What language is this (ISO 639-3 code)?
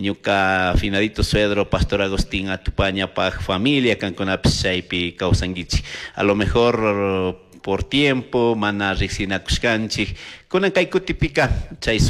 qug